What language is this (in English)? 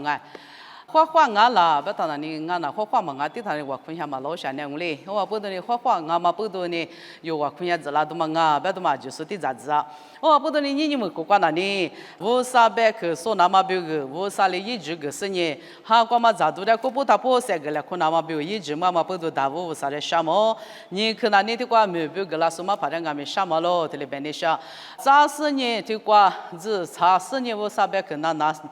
Lisu